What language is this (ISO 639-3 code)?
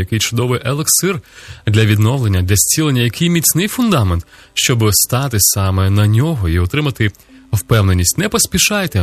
ukr